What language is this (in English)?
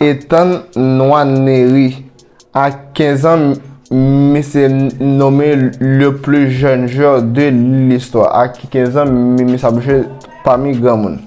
Haitian Creole